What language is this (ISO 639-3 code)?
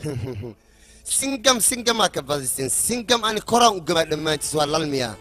som